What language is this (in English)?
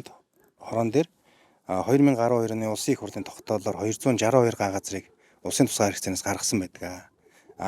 Mongolian